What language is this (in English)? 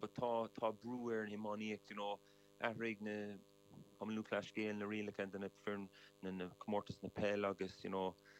Irish